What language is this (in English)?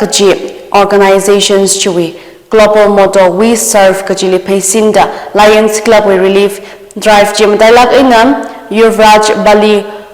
Tangkhul Naga (India)